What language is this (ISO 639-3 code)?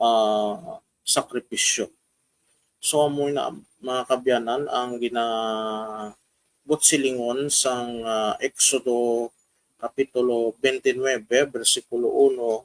hil